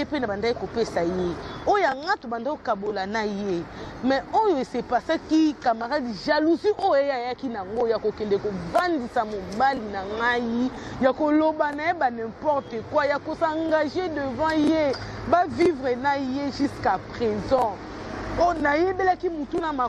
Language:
Lingala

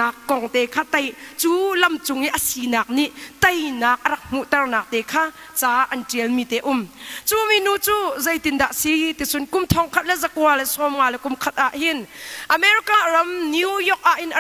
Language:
Hakha Chin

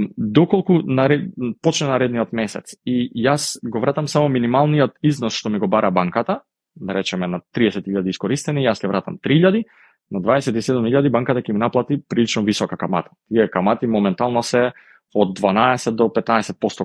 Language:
Macedonian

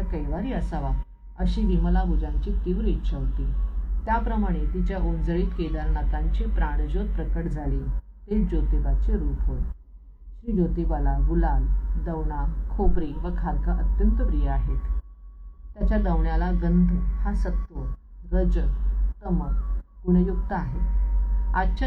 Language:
Marathi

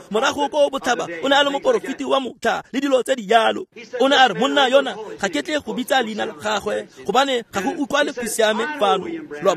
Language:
Tswana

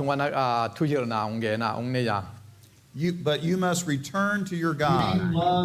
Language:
Tedim Chin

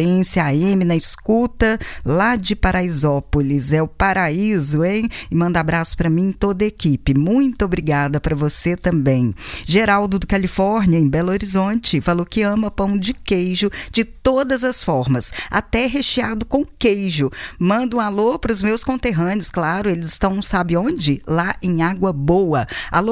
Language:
Portuguese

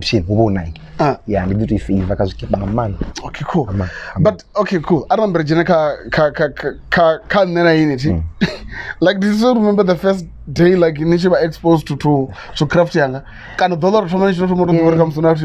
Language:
Venda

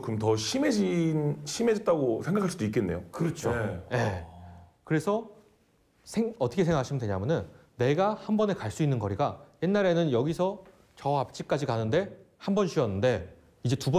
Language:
Korean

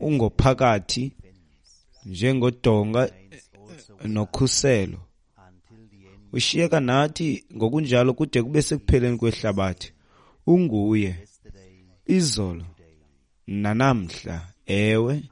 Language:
Xhosa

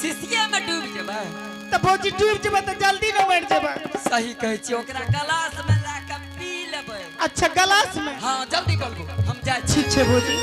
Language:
Angika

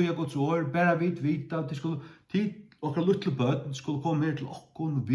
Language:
Faroese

